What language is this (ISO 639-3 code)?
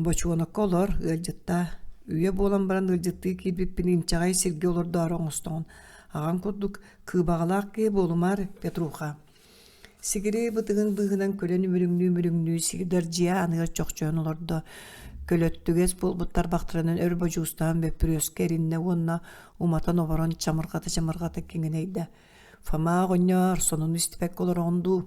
sah